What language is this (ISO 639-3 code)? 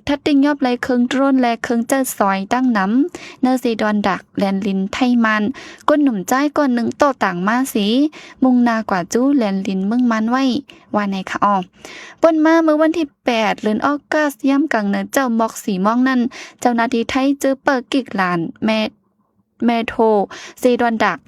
shn